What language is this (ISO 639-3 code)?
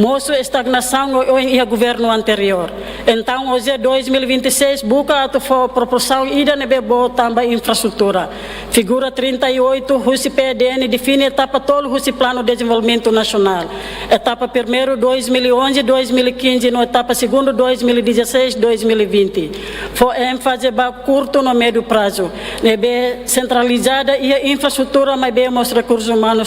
tet